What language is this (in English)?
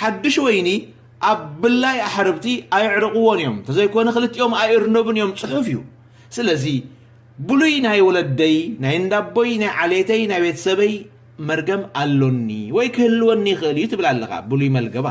Tigrinya